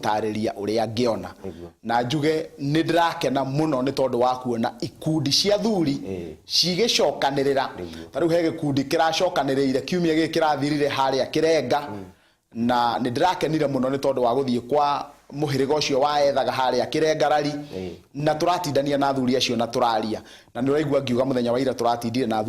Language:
Kikuyu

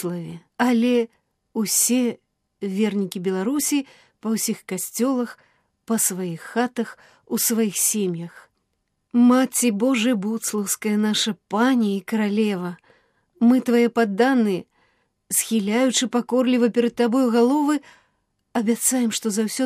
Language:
Belarusian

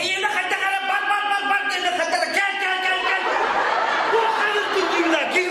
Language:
Yakut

